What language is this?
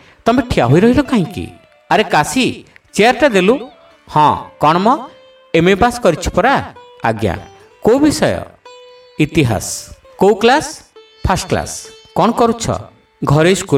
Odia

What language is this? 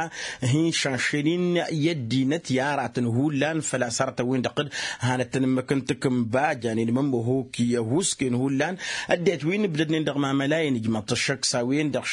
Tamasheq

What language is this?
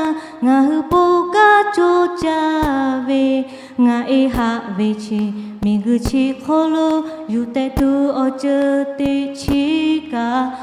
Lahu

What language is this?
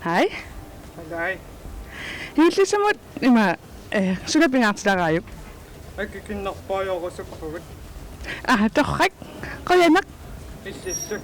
Kalaallisut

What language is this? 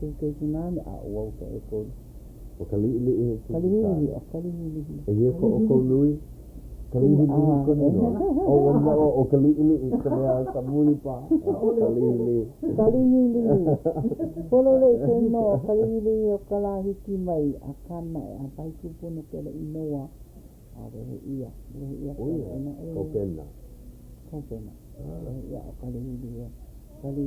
Hawaiian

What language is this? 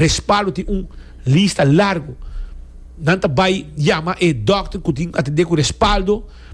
Papiamento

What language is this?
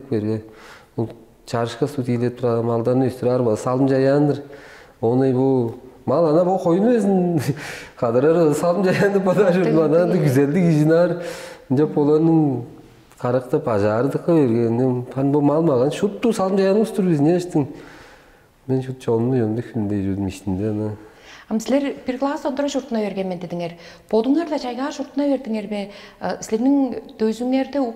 Tuvinian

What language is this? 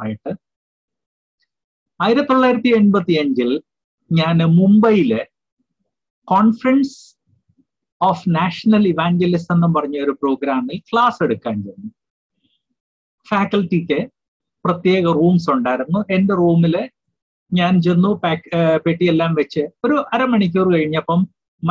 Malayalam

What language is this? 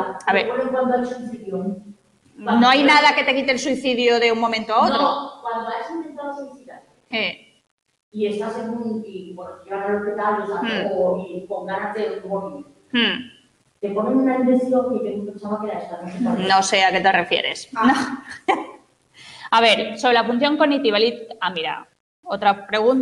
Spanish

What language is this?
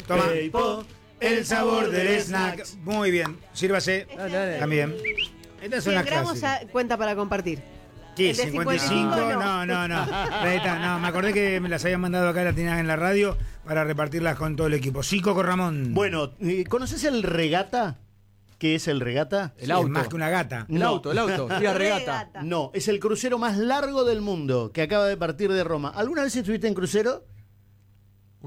Spanish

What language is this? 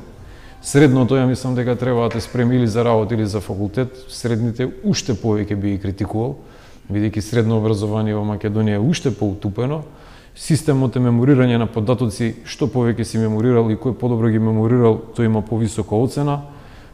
Macedonian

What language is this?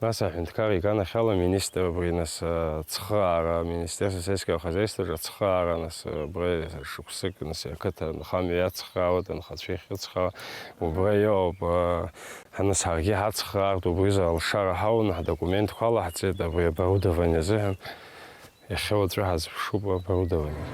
Abkhazian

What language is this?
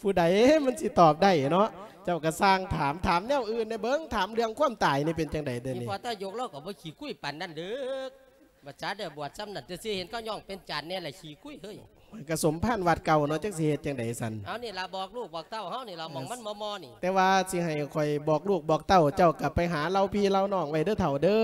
Lao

